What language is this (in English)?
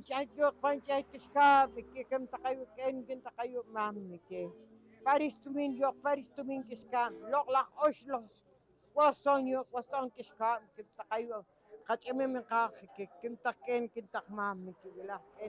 Poqomchi'